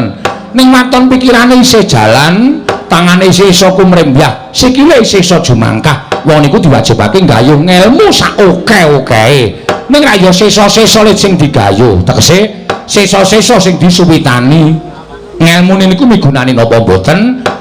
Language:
Javanese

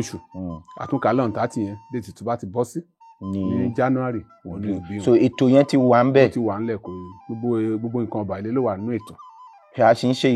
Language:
Yoruba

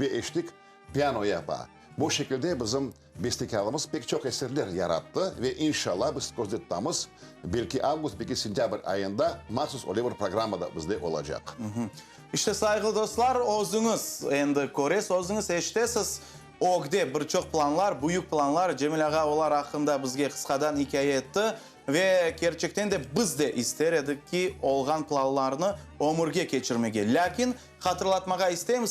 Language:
Crimean Tatar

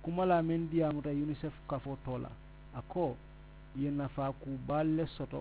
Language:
Mandingo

